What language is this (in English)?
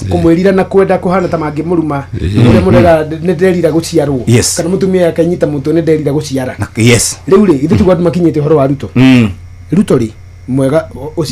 Kikuyu